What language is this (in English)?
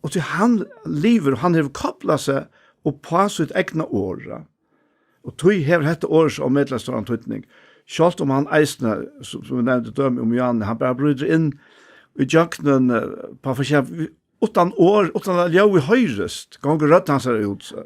Faroese